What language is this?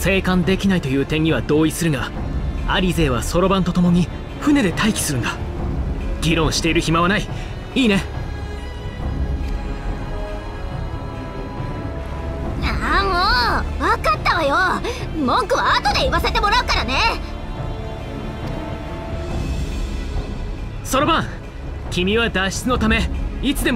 Japanese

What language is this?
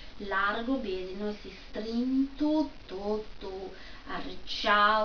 Sardinian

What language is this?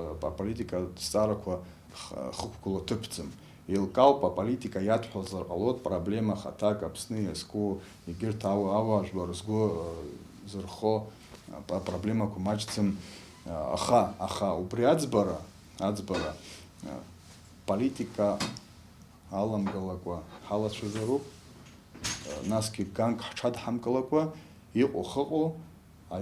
Abkhazian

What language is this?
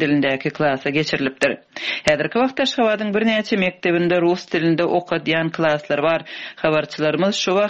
Turkmen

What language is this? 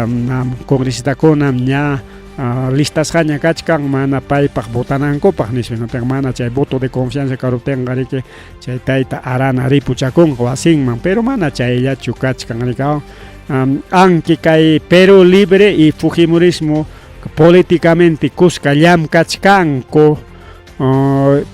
Ayacucho Quechua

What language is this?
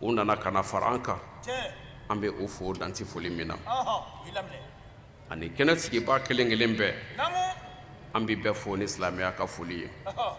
Bambara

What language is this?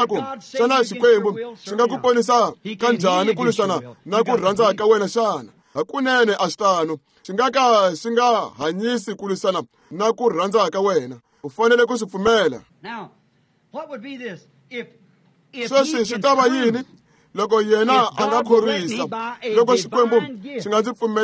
Tsonga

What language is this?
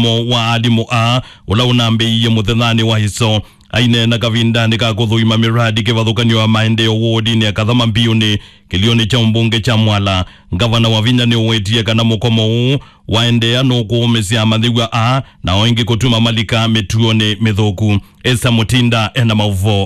Kamba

